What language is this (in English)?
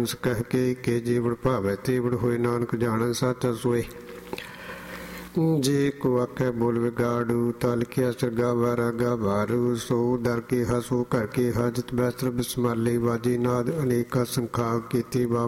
Punjabi